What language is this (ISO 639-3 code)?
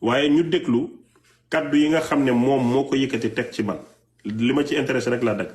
wol